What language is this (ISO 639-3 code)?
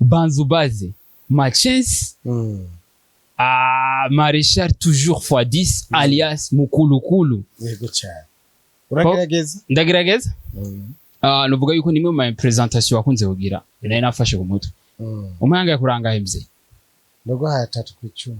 run